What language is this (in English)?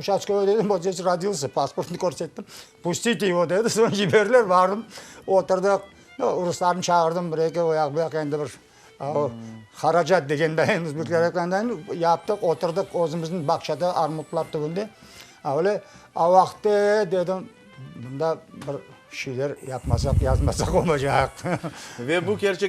Crimean Tatar